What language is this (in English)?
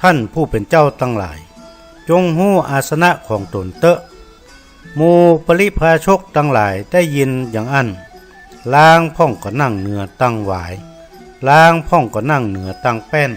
Northern Thai